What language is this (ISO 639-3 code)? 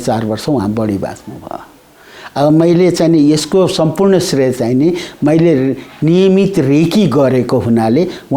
nep